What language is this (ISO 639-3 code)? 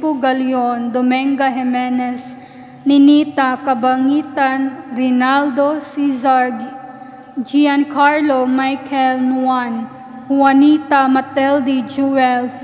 ceb